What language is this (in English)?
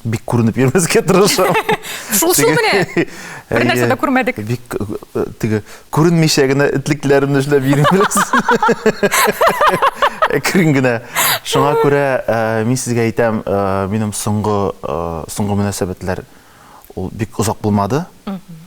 Tatar